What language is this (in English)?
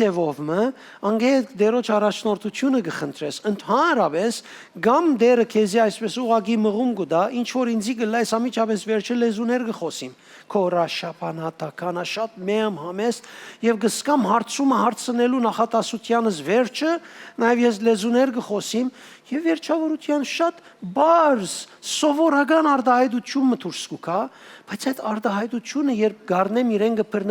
Western Armenian